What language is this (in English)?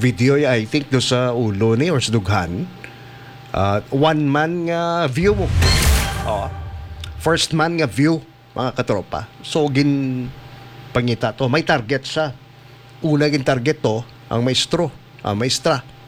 Hiligaynon